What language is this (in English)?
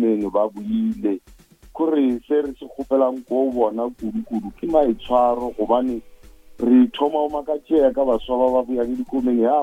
Northern Sotho